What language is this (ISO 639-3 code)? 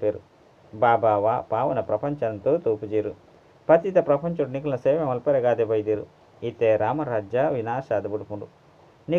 tcy